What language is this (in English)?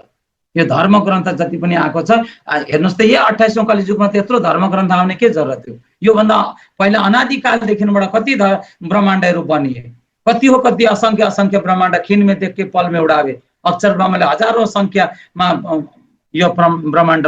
Nepali